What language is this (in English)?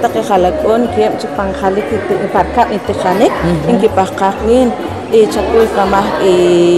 Poqomchi'